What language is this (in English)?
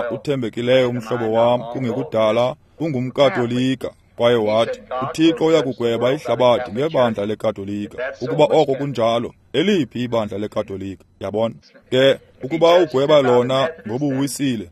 Xhosa